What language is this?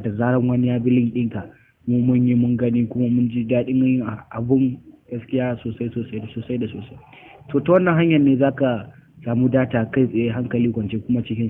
Hausa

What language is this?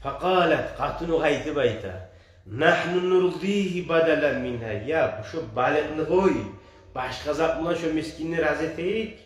Kumyk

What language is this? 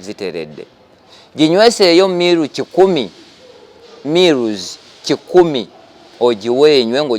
Ganda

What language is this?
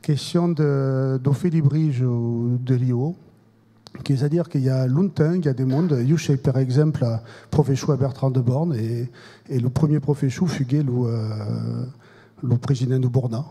Occitan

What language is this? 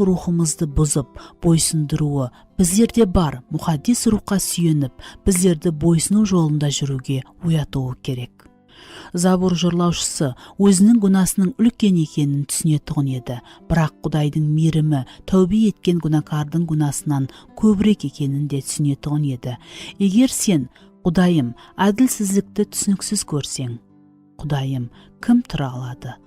Kara-Kalpak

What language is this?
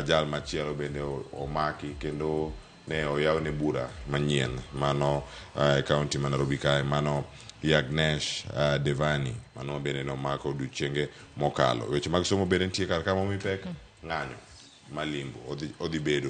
Luo (Kenya and Tanzania)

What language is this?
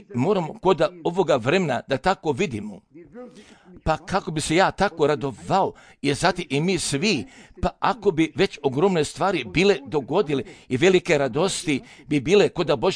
Croatian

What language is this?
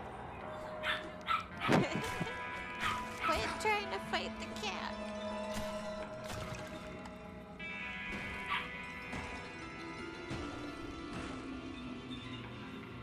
English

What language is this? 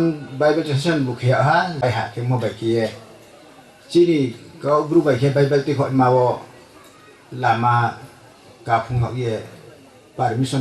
Riang (India)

